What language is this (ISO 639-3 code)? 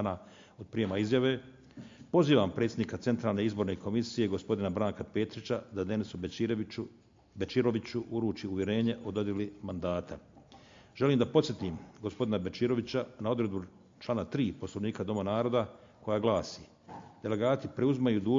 bos